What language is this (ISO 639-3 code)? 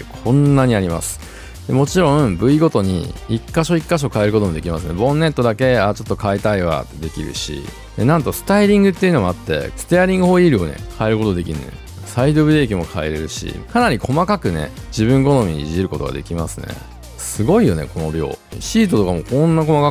jpn